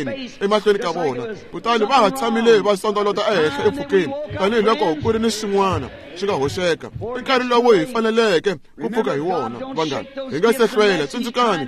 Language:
Tsonga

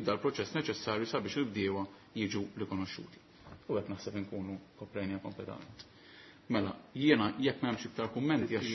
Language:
Maltese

